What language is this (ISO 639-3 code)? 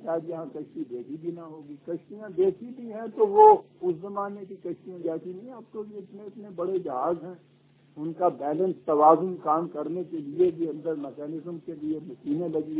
urd